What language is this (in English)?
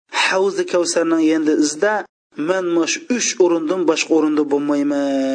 Uyghur